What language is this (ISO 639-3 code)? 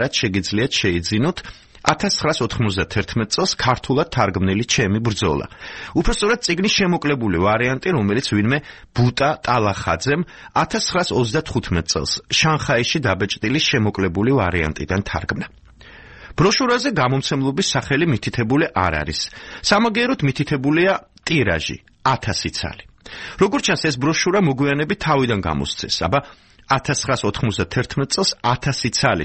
kat